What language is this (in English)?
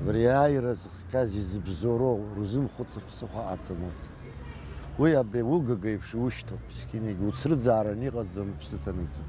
Abkhazian